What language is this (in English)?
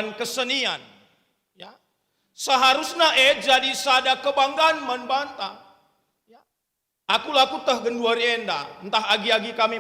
Batak Karo